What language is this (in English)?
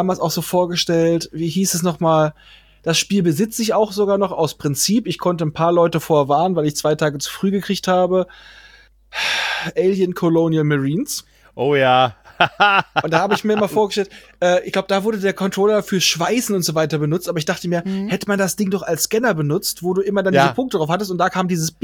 German